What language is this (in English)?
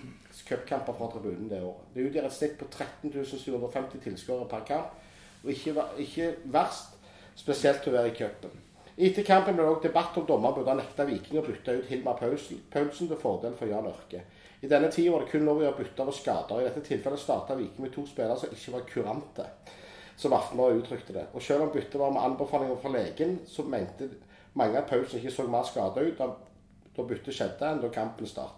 Norwegian